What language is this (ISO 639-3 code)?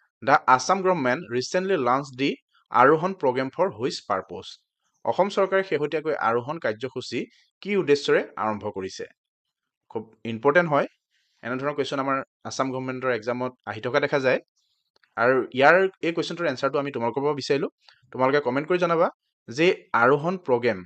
asm